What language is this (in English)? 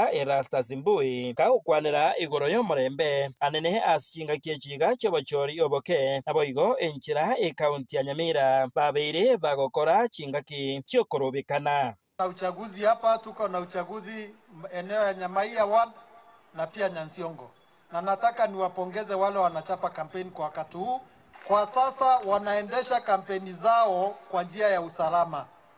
Gusii